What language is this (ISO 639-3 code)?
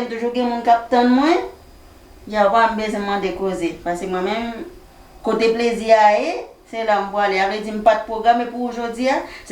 hat